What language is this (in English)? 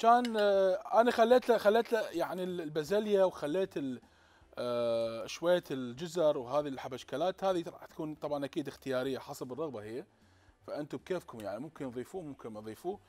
Mesopotamian Arabic